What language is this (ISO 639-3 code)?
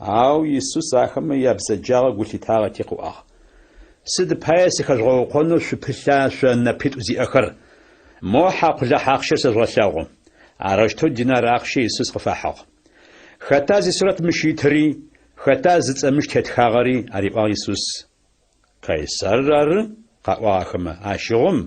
ady